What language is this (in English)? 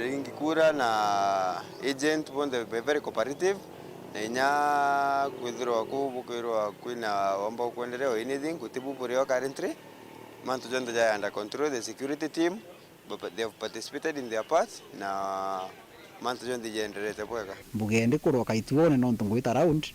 Meru